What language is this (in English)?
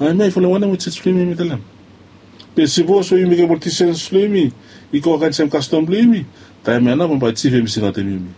Bislama